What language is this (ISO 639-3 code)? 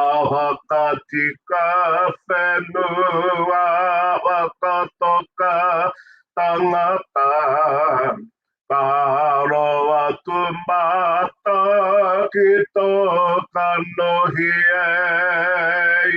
mri